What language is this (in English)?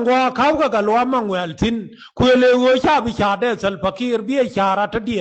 Nuer